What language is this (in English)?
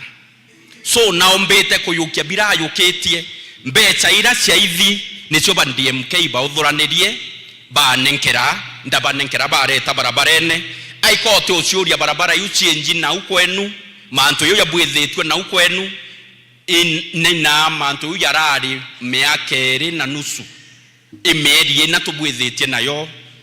Meru